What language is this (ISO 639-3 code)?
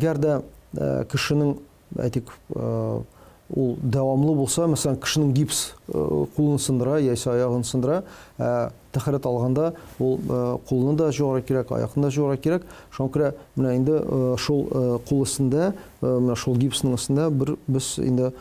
tat